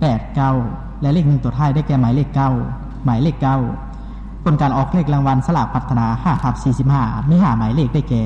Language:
Lao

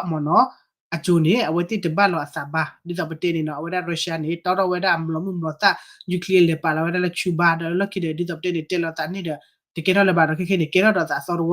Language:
S'gaw Karen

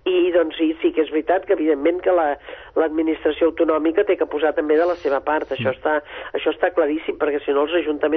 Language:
Catalan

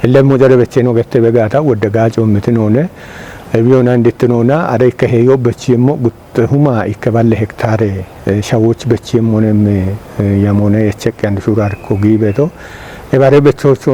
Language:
Kafa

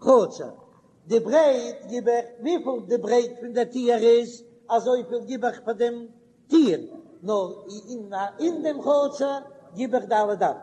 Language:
Yiddish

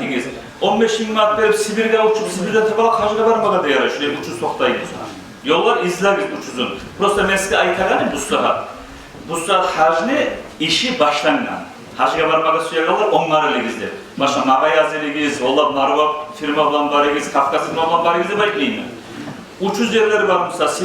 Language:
Kumyk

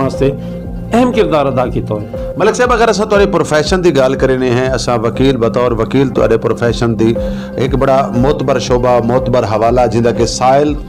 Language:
Saraiki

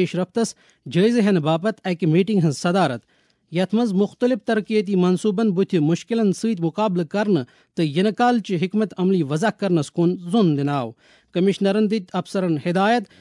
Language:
Kashmiri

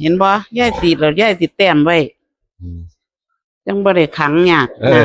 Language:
Northeastern Thai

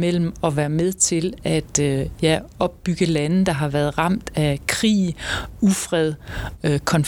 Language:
Danish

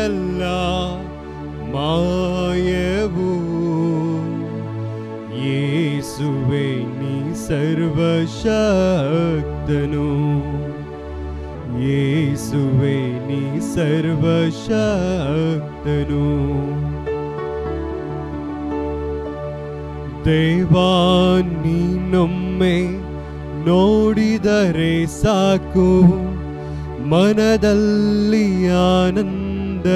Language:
Kannada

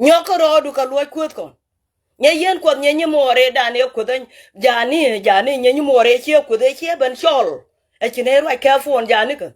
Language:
Nuer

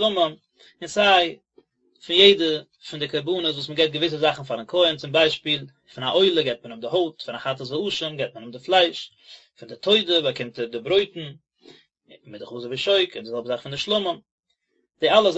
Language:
Yiddish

